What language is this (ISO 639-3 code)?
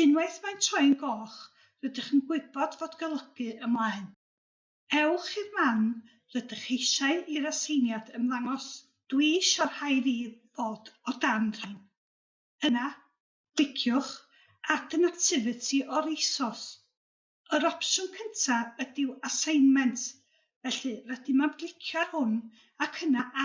cym